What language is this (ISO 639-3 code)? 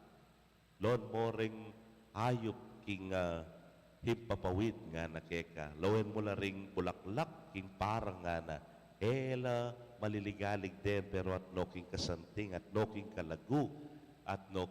pam